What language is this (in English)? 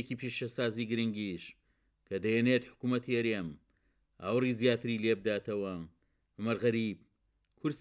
Central Kurdish